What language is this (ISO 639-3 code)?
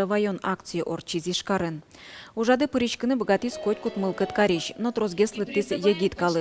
udm